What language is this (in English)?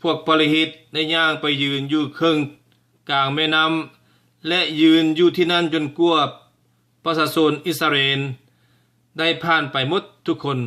Lao